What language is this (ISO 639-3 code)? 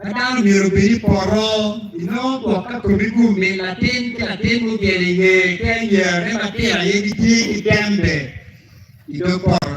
ach